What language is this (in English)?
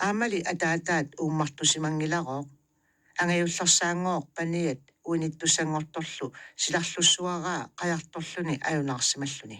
Kalaallisut